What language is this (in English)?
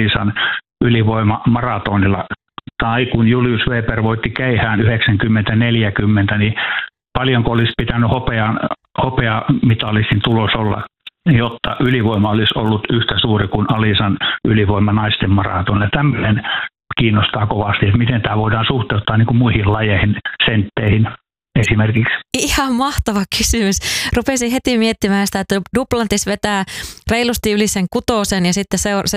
Finnish